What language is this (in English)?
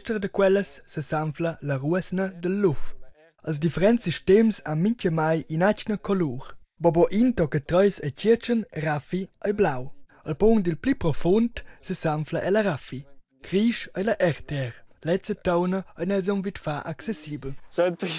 Romansh